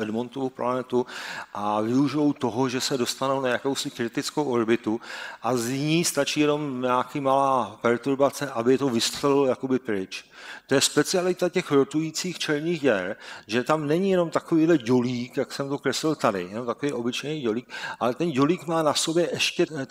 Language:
Czech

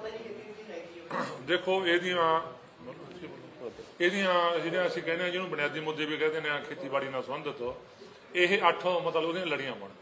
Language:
Punjabi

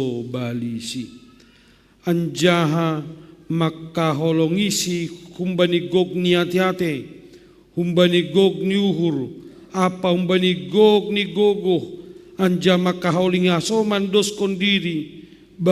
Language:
Batak Simalungun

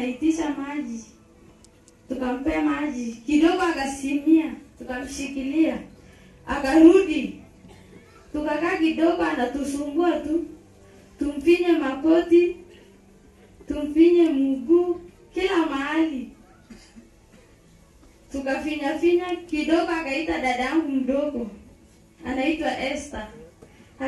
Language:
Swahili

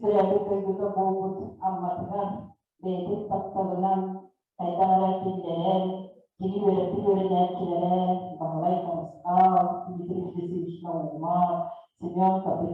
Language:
Yakut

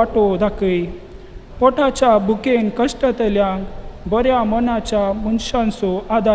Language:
Konkani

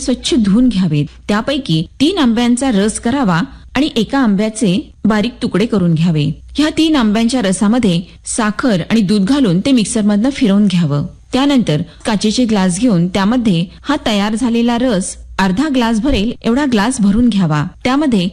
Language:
Marathi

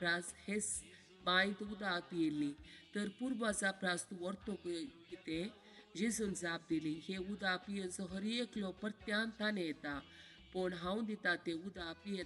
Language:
Konkani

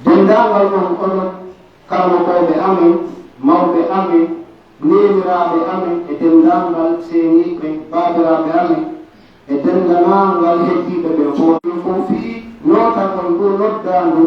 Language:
Pular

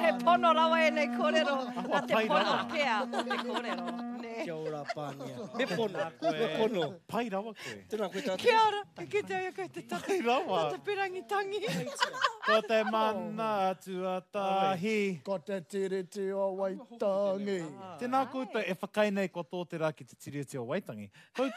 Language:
Māori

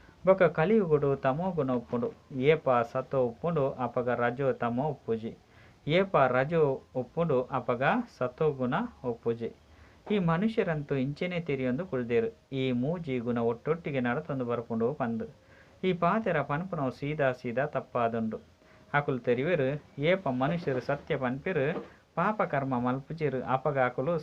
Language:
Tulu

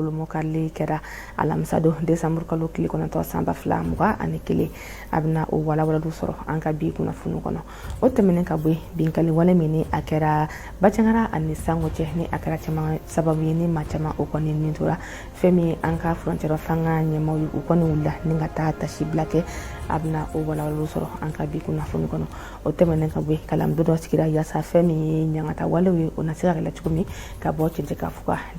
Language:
Bambara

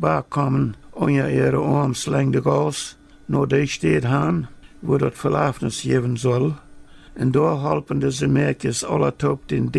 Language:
Plautdietsch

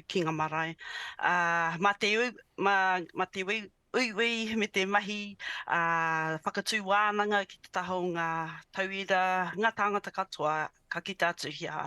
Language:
Māori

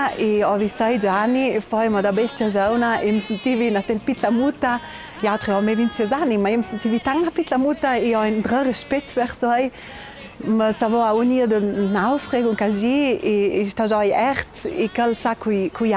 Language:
Ladin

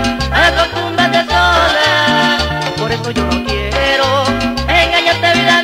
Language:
Spanish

